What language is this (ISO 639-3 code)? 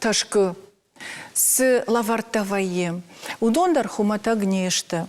oss